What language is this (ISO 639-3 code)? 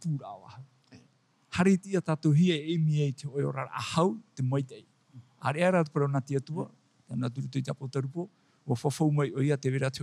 tah